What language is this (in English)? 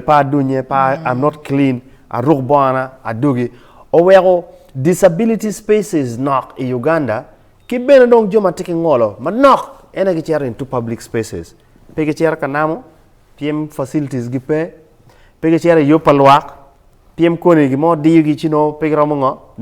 Acoli